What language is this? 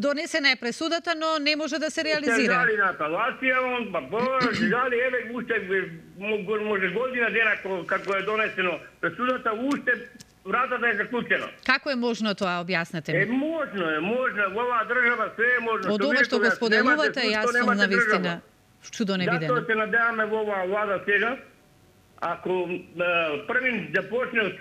Macedonian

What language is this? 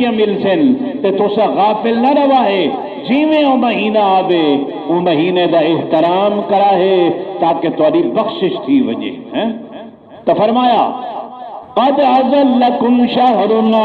Saraiki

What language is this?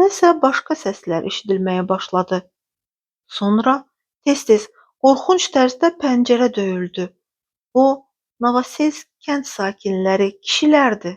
Azerbaijani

